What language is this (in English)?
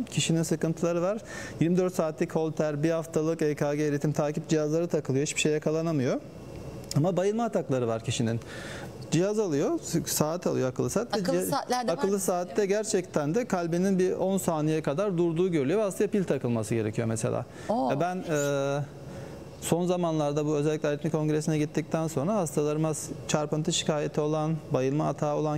Turkish